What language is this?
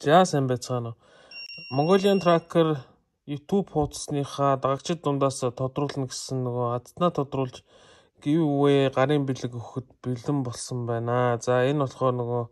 Mongolian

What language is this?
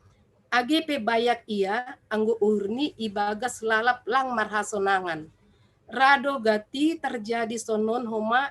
Batak Simalungun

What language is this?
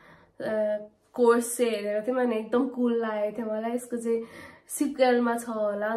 Nepali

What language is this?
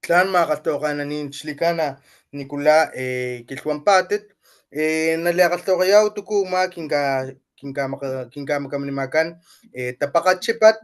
Papantla Totonac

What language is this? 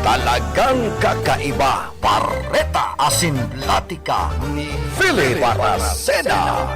Bikol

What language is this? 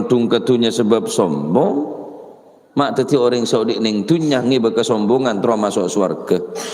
Madurese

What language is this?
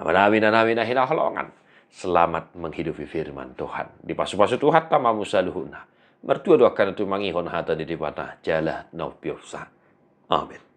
Batak Toba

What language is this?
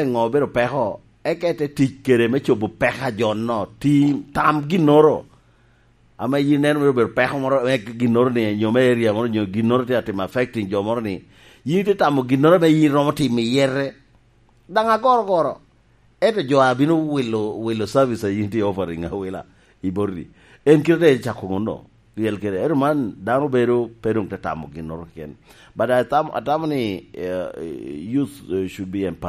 Lango (Uganda)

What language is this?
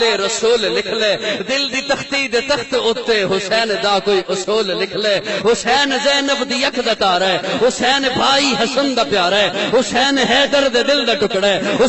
Western Panjabi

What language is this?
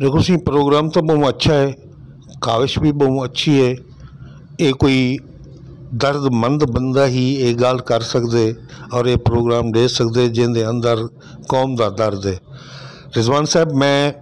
Saraiki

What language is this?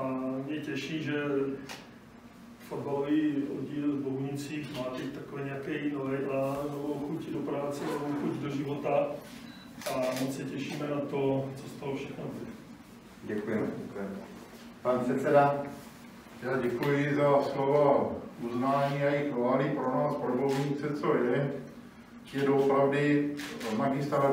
Czech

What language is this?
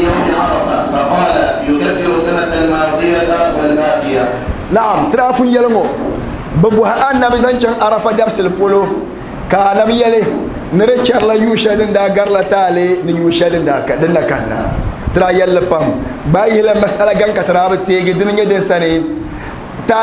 Dagbani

